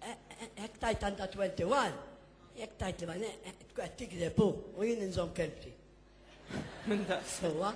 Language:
Maltese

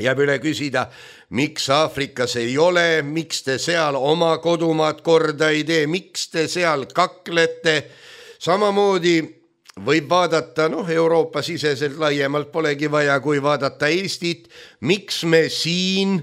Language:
Estonian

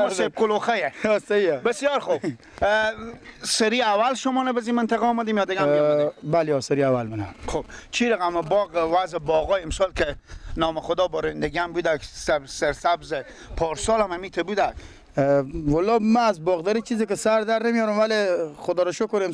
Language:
Persian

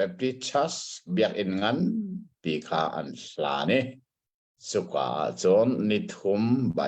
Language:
Hakha Chin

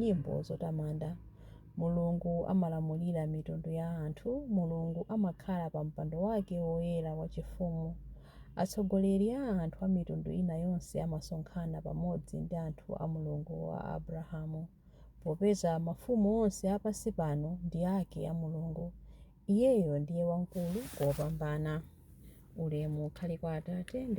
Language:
Nyanja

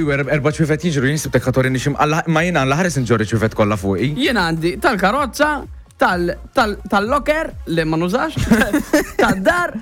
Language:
Maltese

